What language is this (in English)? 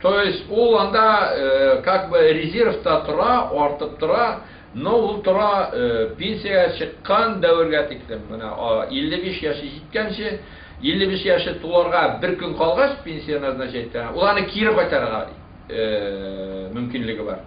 Bashkir